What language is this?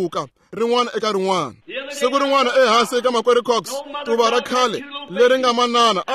Tsonga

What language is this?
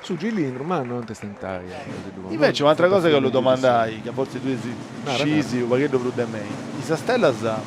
Sardinian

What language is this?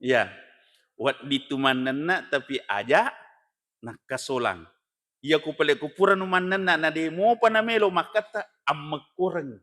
Buginese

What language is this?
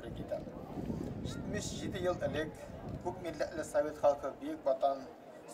Tatar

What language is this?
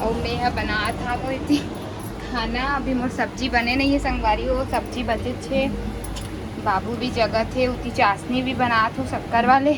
Chhattisgarhi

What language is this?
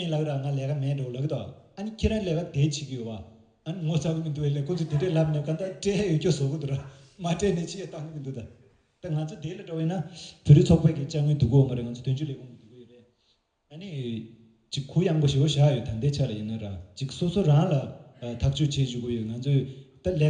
Tibetan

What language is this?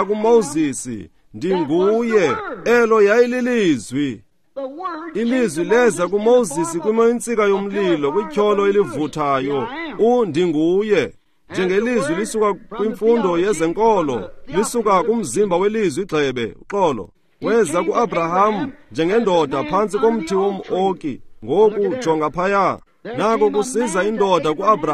Xhosa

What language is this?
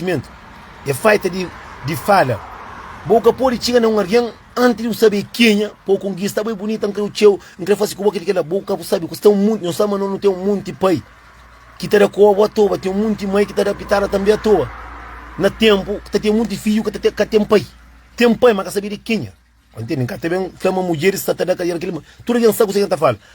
Kabuverdianu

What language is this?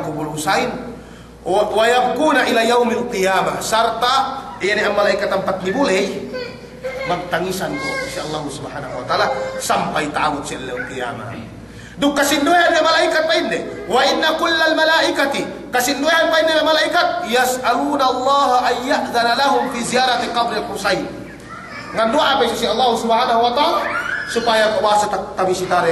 Yakan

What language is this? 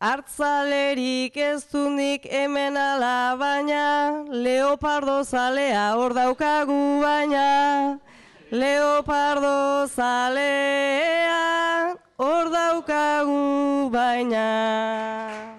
Basque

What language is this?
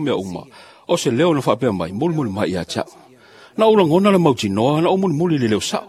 Samoan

